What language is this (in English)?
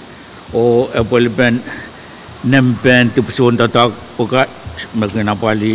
Pohnpeian